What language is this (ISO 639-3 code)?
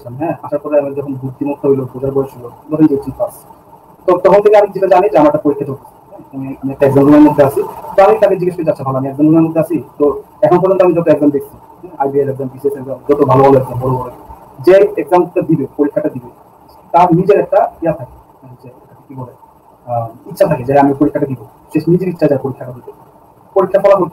ben